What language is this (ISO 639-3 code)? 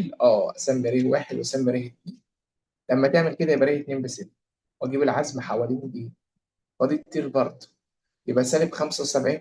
arz